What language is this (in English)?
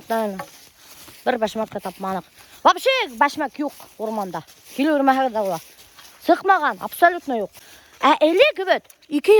Bashkir